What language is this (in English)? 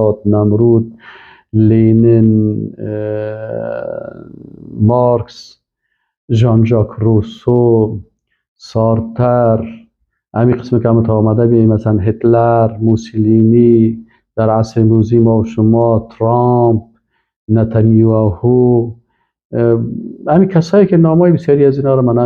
Persian